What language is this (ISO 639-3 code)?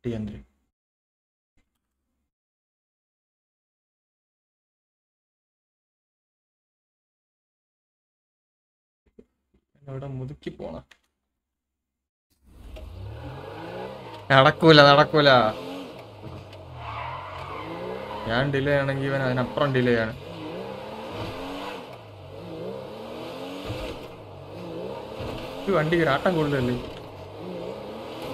mal